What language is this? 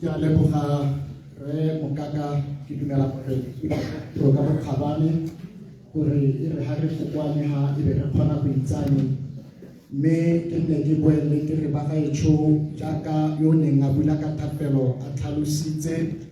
Tswana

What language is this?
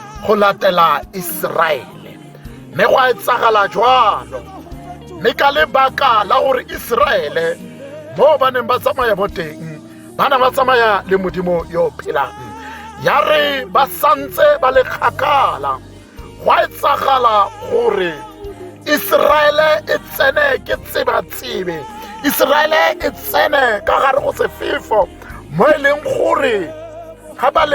Tswana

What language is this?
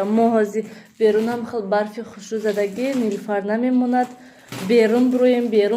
Tajik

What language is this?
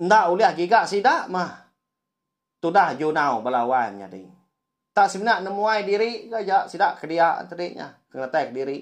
Iban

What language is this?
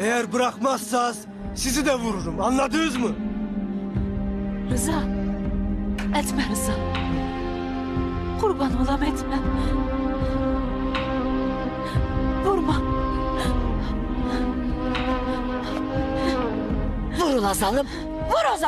Turkish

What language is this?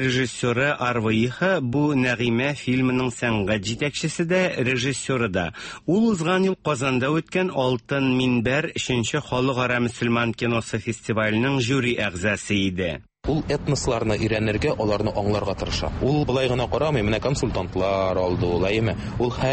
Tatar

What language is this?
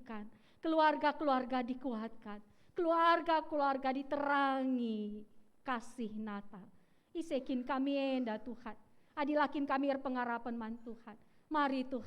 Batak Karo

